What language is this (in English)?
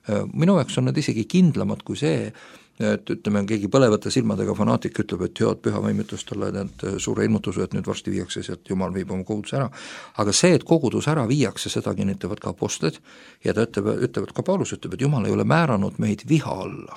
Estonian